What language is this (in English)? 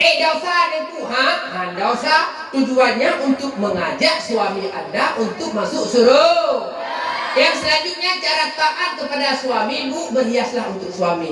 Achinese